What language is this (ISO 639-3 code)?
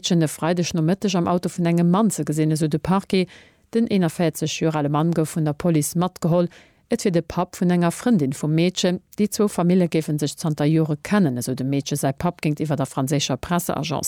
ltz